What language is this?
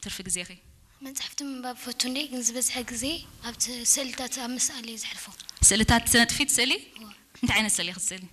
Tigrinya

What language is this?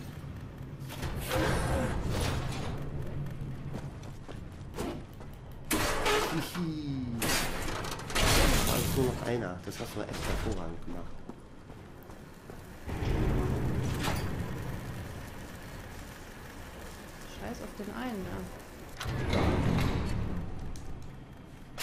German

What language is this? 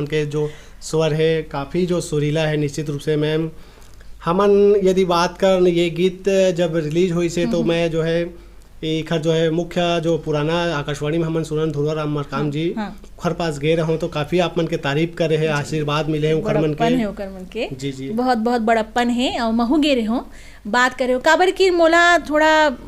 Chhattisgarhi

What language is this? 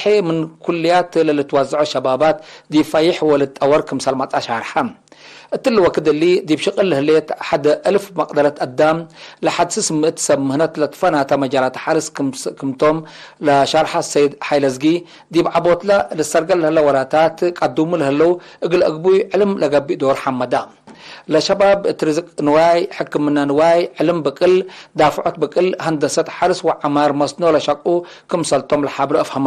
Tigre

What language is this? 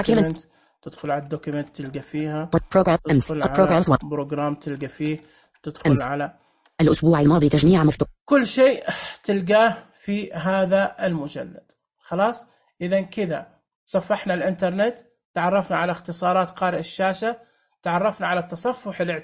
Najdi Arabic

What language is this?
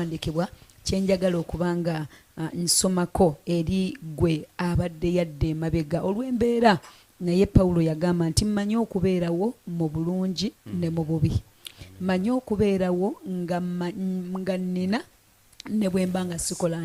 Ganda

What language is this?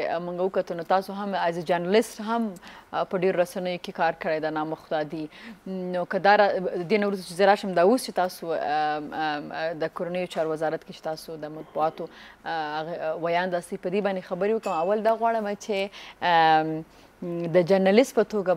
Pashto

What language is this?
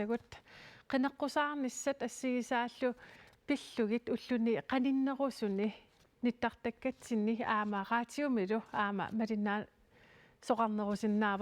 Kalaallisut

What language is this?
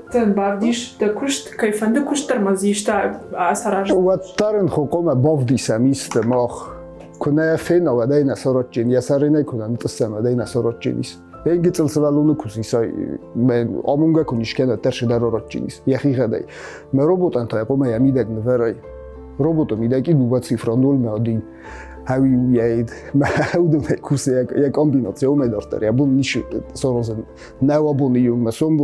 Ossetic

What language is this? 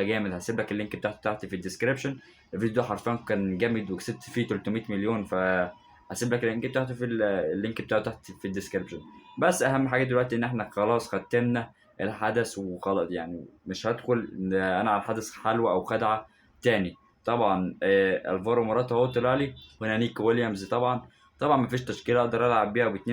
Egyptian Arabic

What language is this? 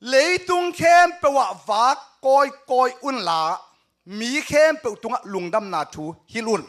Tedim Chin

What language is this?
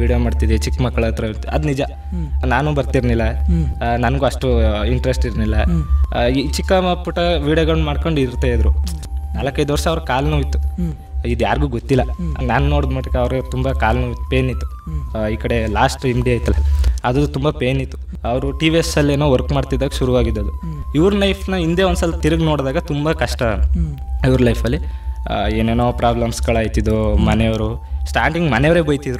Kannada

